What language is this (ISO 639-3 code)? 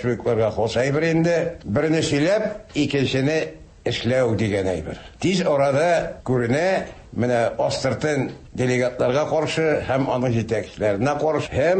tat